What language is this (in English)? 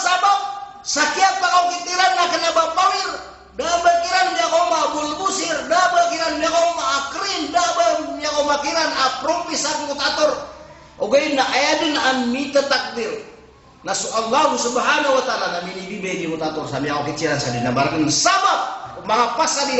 Maranao